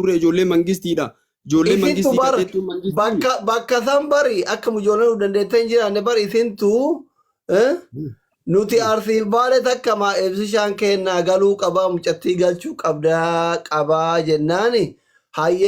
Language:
Oromo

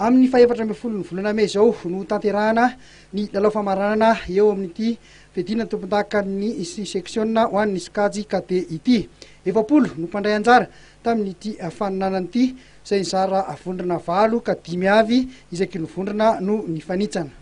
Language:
Malagasy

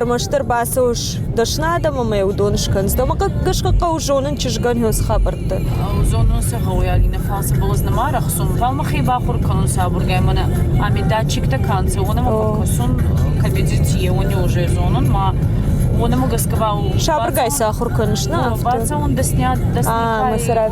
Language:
Ossetic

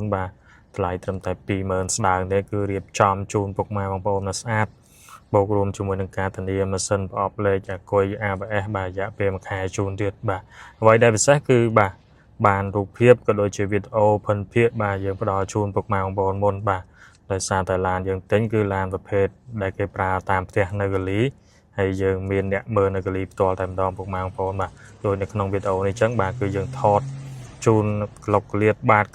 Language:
Khmer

